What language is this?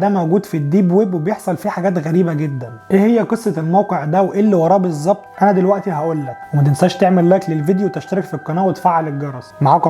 Egyptian Arabic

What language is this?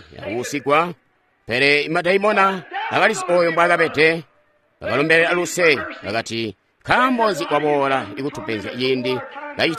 Tonga (Zambia)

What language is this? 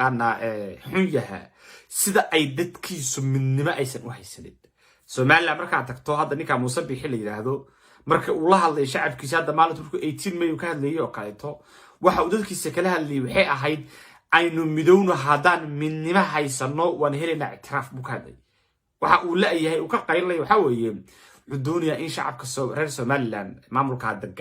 Somali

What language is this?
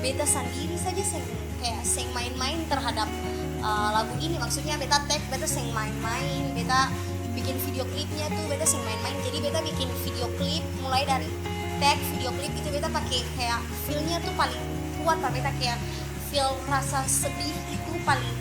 Ambonese Malay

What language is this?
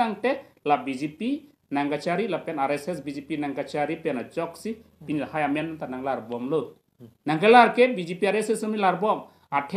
Karbi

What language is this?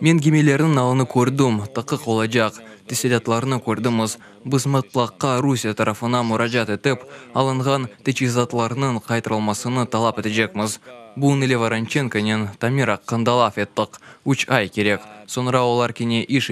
Crimean Tatar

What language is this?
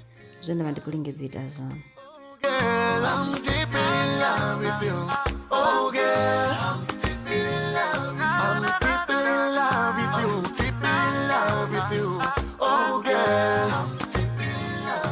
Venda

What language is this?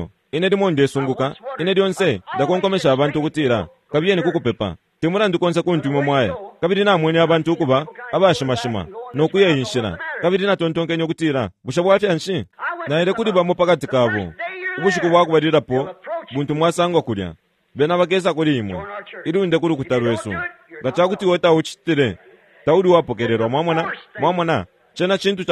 Bemba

